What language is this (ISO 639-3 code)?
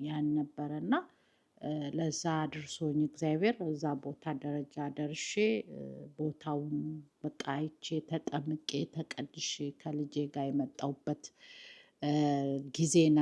amh